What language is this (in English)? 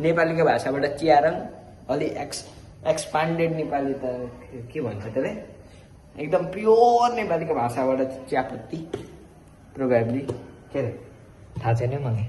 Nepali